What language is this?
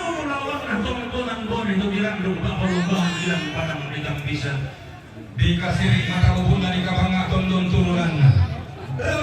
Toraja-Sa'dan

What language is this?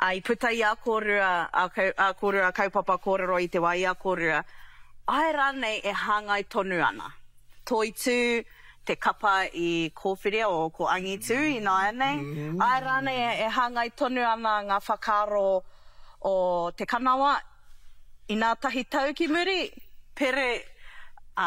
Māori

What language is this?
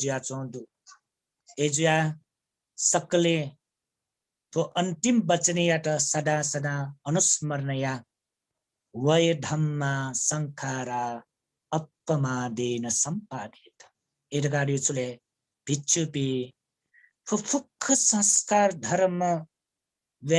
Newari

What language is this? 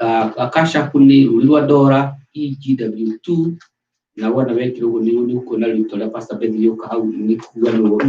Kikuyu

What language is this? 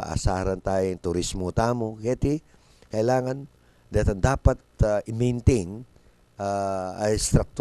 Pampanga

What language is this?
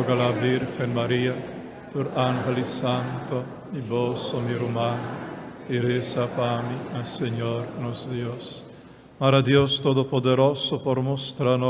Papiamento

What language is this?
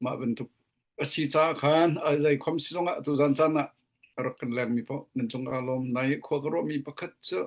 Hakha Chin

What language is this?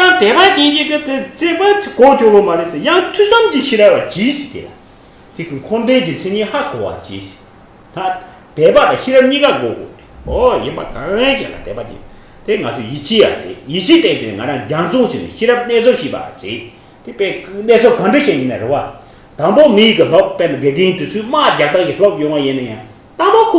Tibetan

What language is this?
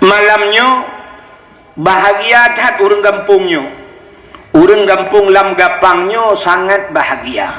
Achinese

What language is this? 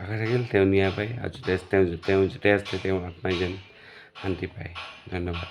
Assamese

